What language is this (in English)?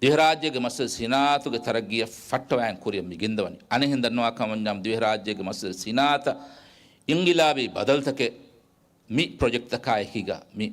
Divehi